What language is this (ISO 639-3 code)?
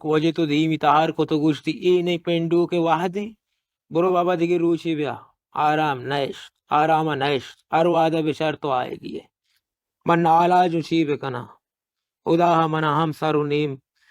bal